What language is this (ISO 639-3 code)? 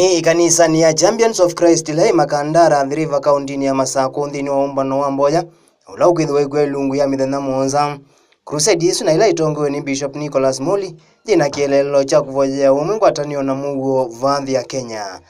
kam